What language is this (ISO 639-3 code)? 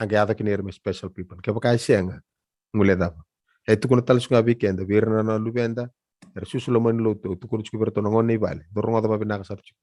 fij